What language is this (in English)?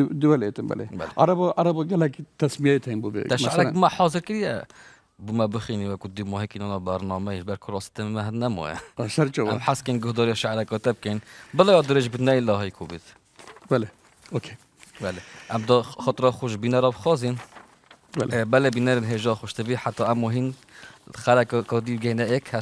Kurdish